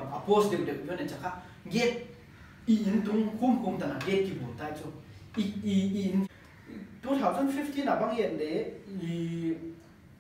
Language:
Paite Chin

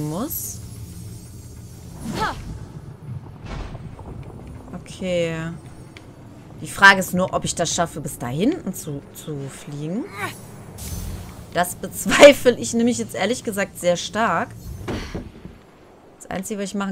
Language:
German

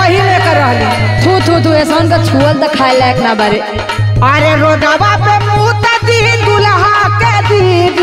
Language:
Bhojpuri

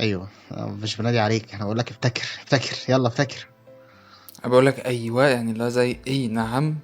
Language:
Egyptian Arabic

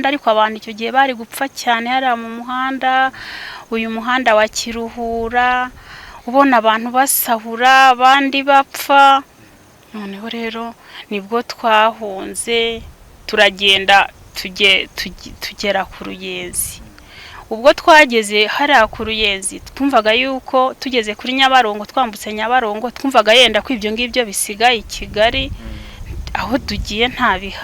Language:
Kinyarwanda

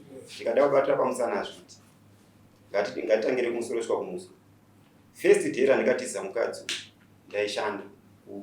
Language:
Shona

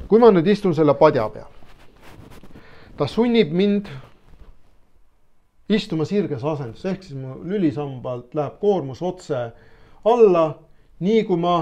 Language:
Estonian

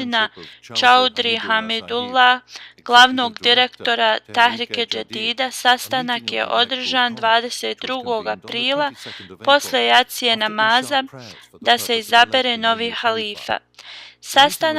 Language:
Bosnian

